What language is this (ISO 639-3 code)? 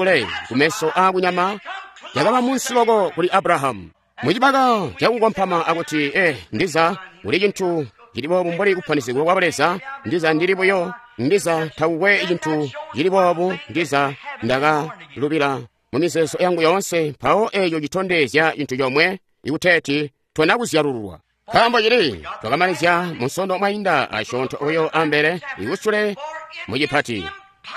toi